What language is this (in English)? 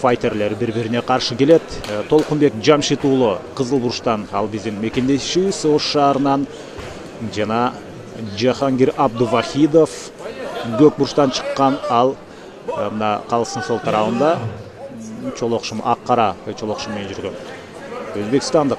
Kyrgyz